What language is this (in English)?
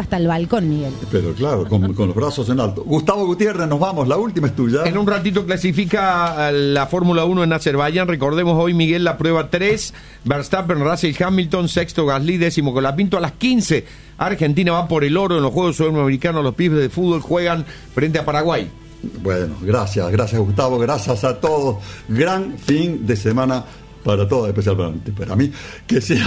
Spanish